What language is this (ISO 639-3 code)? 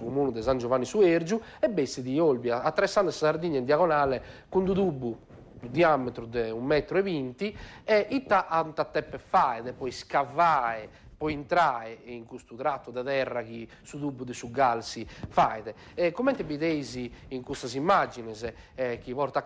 srd